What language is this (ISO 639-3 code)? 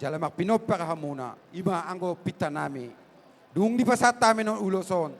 bbc